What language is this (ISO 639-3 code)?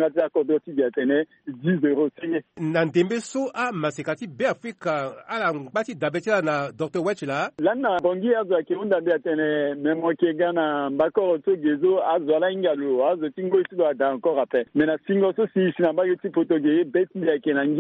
sag